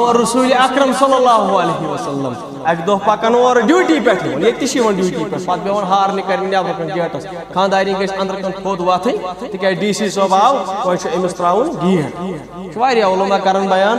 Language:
Kashmiri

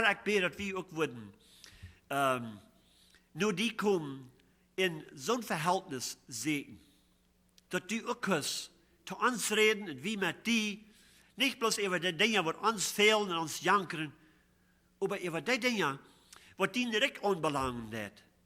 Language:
Plautdietsch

